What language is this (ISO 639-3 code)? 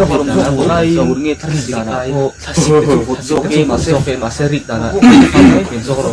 lus